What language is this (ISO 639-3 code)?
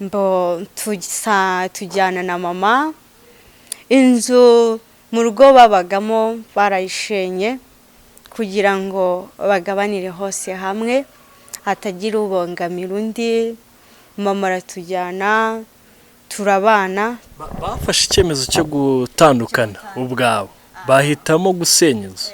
kin